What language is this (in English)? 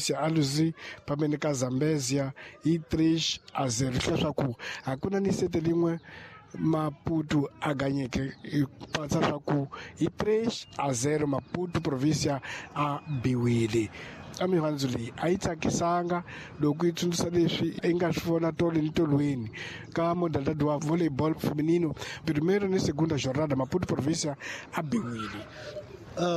Tsonga